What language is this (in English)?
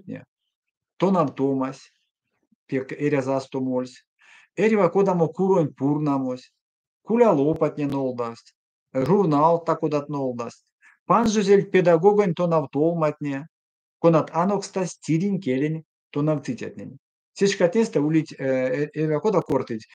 Erzya